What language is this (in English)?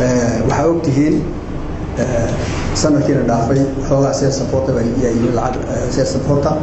Somali